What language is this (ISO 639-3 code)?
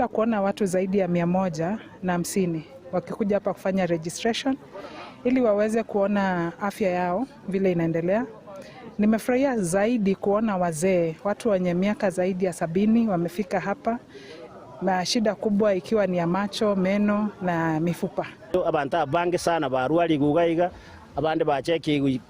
guz